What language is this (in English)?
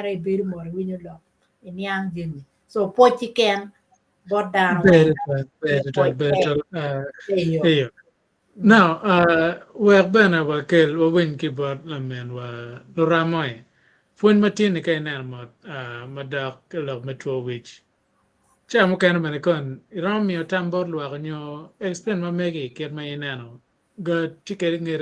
Acoli